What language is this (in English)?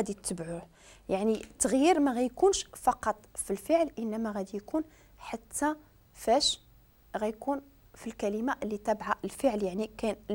Moroccan Arabic